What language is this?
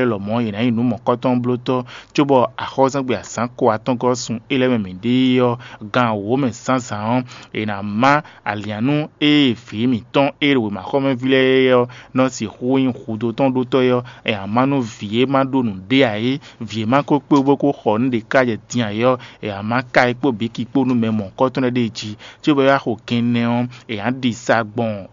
Fon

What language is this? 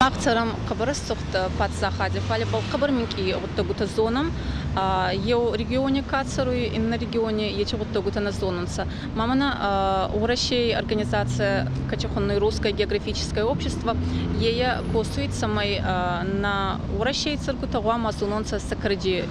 Ossetic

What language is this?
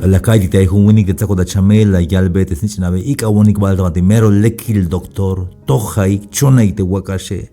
Tzeltal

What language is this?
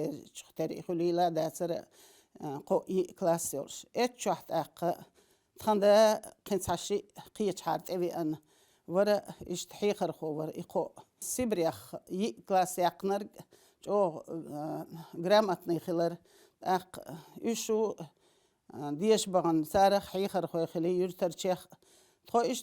Chechen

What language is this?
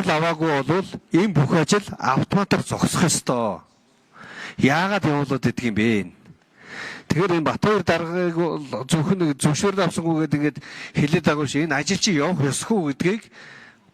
Mongolian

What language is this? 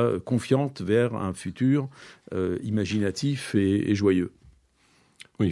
French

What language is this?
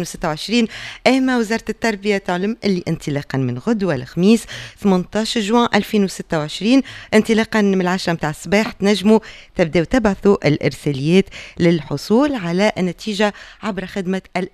Tunisian Arabic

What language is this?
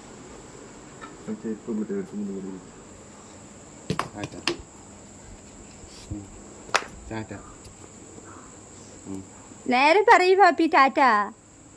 Malayalam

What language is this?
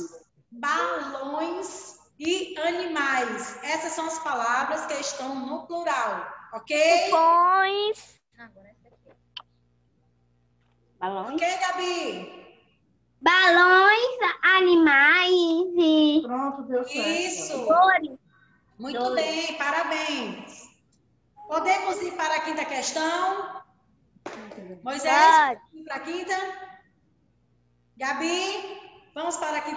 Portuguese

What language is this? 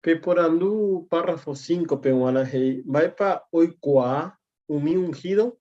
Guarani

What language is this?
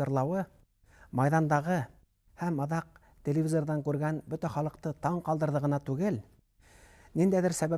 Bashkir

